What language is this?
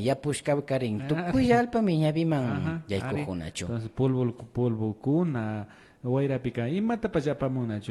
Imbabura Highland Quichua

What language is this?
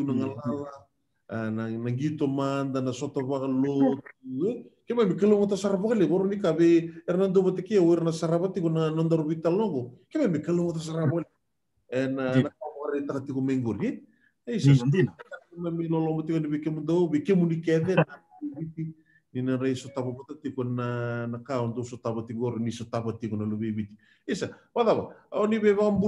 Fijian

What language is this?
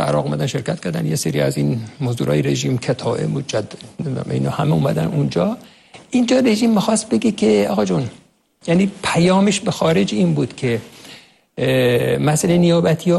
Persian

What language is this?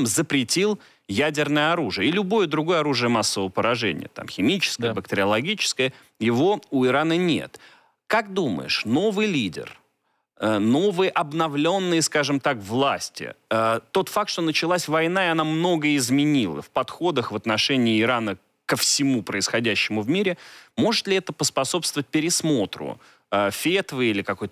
Russian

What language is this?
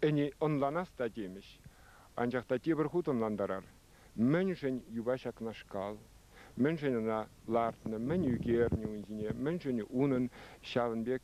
Chuvash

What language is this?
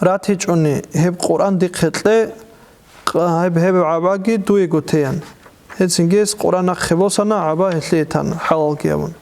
Avaric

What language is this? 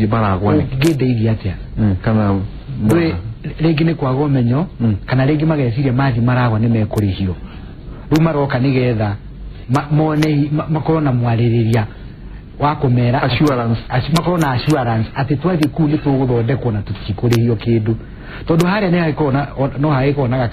Kikuyu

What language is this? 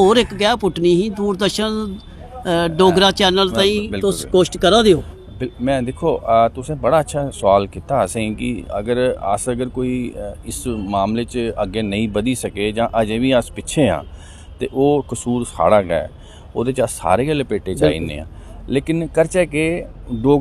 Dogri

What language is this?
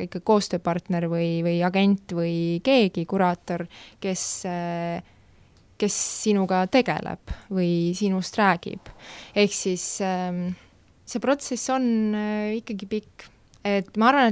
Estonian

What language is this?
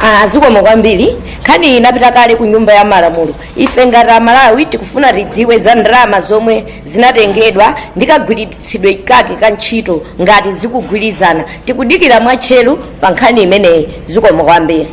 Nyanja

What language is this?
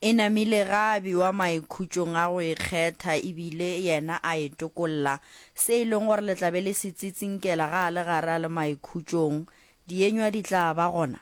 Northern Sotho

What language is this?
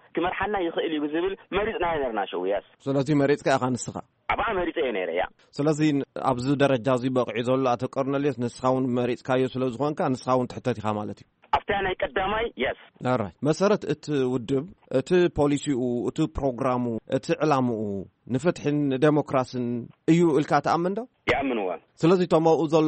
Tigrinya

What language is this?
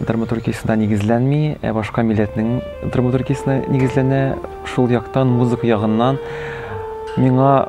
Tatar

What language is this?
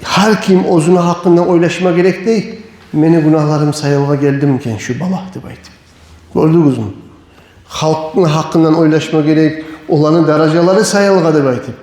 Kumyk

